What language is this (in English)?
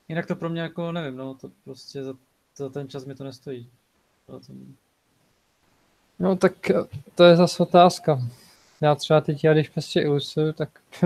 Czech